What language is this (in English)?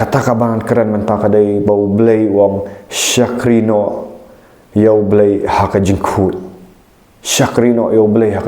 Khasi